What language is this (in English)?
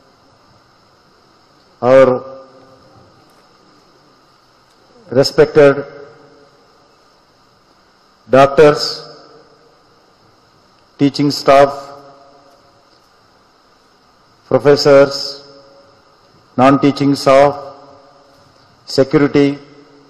Telugu